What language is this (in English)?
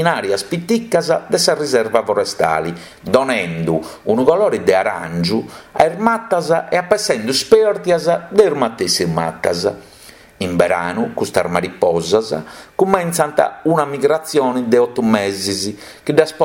Sardinian